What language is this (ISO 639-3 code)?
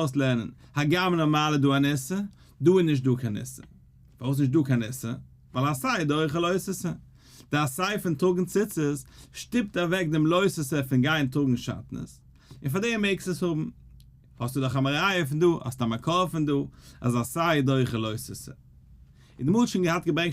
yid